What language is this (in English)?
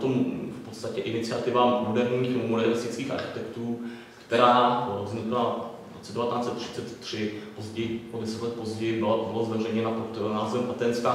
Czech